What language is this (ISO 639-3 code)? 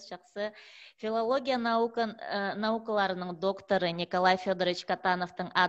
kjh